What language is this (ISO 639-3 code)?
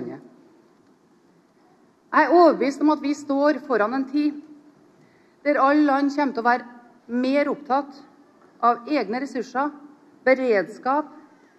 nor